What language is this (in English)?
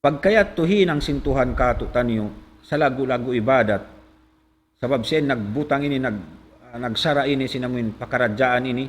Tausug